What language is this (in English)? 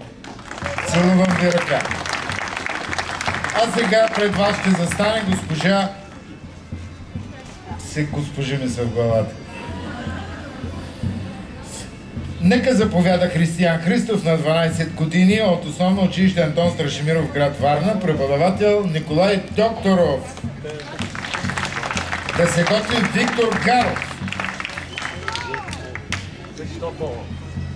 Bulgarian